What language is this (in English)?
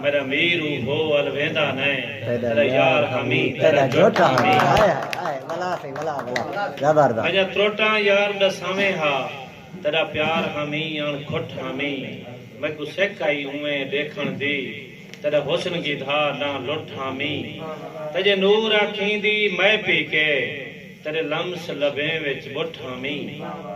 Saraiki